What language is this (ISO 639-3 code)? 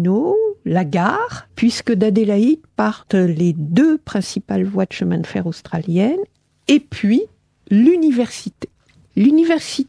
fra